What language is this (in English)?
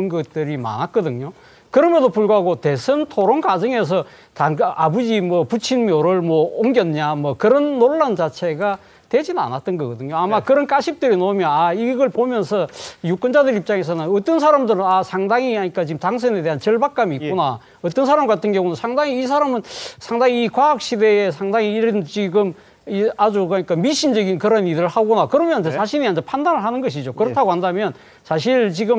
Korean